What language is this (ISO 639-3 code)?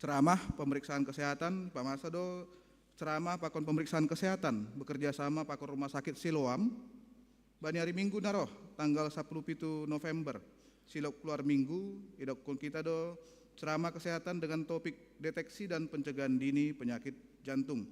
bts